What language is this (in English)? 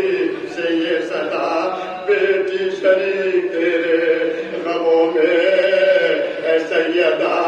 Urdu